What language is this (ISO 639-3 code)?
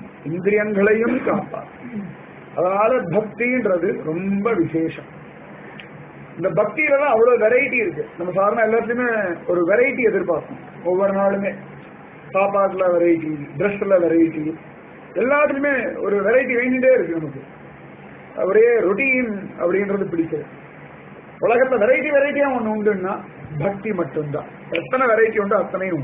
tam